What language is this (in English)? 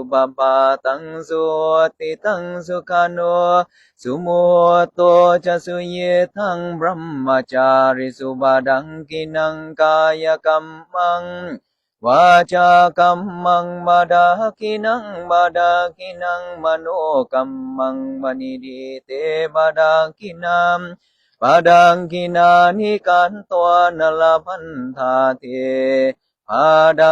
Pali